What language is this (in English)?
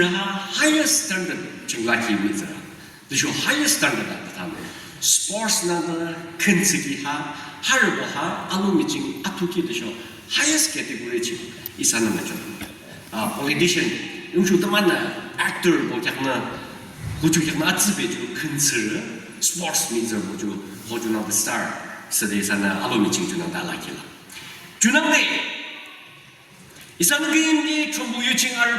Yimchungru Naga